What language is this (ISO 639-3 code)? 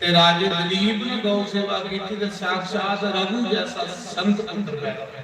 doi